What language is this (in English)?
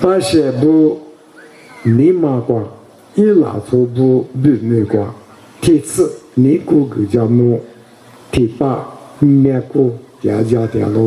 Lisu